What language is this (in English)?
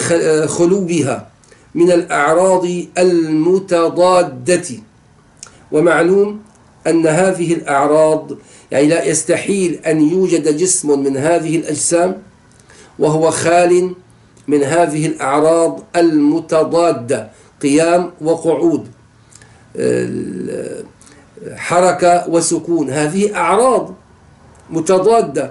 Arabic